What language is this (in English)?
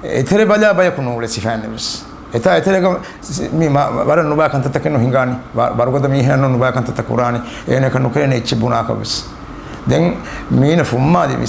Divehi